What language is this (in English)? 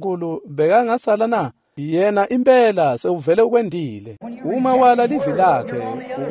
Swati